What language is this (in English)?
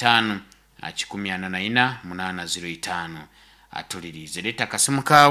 Nyankole